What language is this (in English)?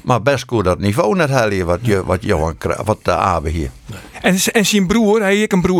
Western Frisian